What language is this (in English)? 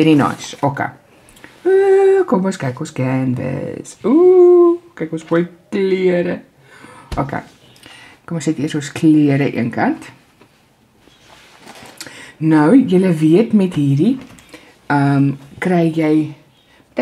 Afrikaans